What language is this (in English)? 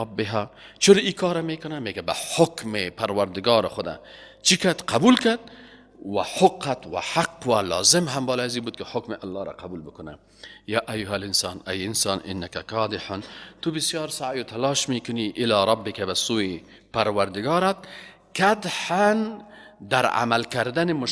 Persian